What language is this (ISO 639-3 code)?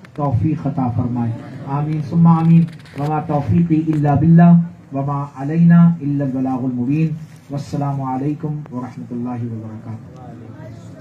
urd